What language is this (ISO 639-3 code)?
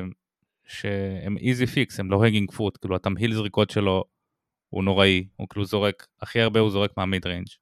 heb